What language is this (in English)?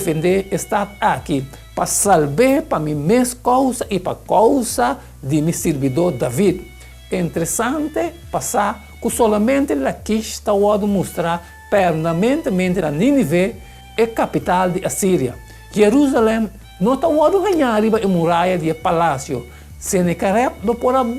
Papiamento